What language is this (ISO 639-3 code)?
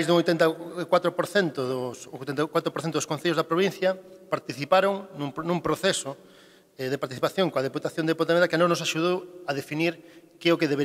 glg